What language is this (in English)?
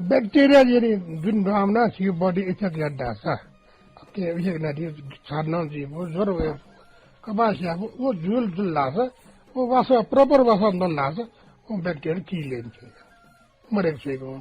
Newari